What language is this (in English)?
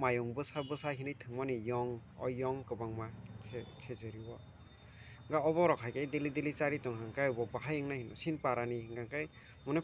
Kok Borok